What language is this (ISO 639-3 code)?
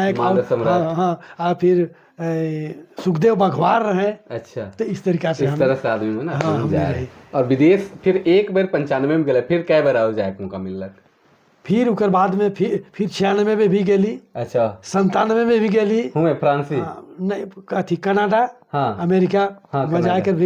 sck